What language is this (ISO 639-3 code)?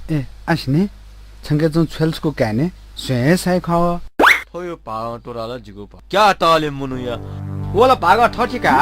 new